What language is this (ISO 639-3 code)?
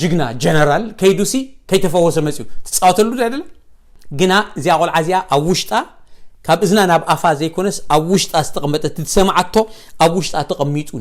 tir